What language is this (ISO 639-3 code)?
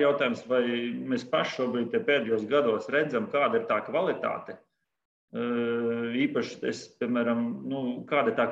lav